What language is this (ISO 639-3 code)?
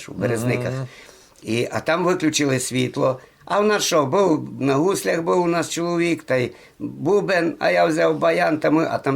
rue